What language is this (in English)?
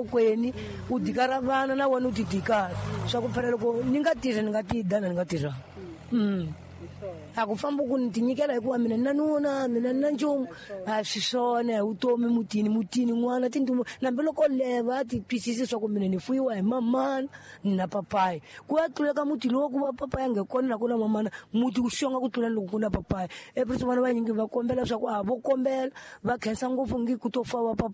Tsonga